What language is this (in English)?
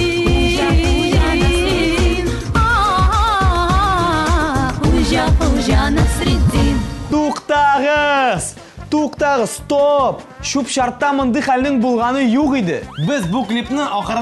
Tatar